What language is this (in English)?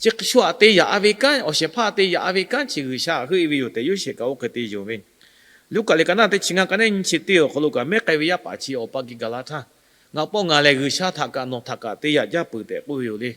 Lahu